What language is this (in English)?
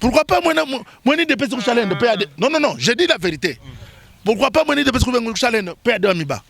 Luba-Lulua